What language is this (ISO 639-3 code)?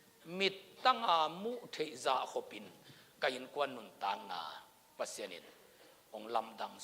ctd